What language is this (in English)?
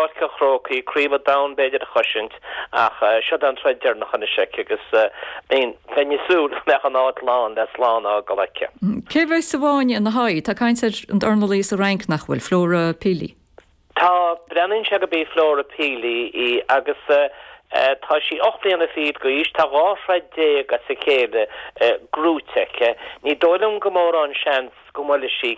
Irish